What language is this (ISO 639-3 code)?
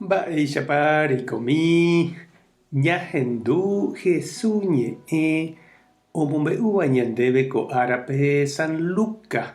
grn